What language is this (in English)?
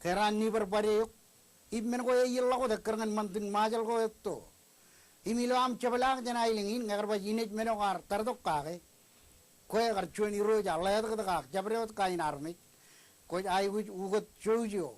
Marshallese